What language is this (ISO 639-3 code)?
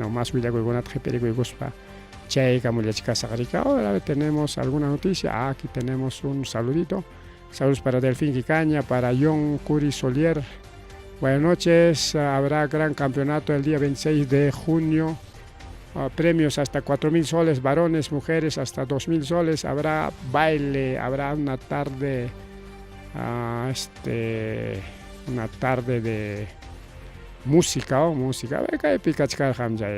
quy